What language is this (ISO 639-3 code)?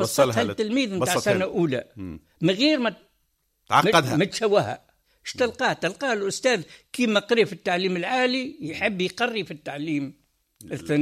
aeb